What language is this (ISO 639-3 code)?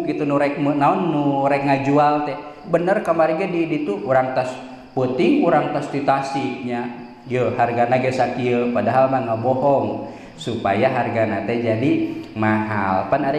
sun